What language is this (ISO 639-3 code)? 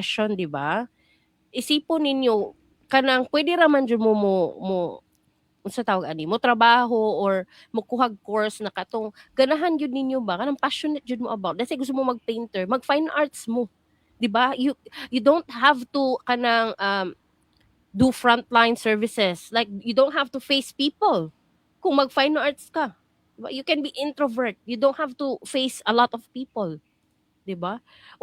ceb